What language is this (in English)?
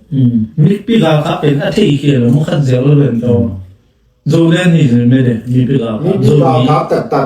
Tedim Chin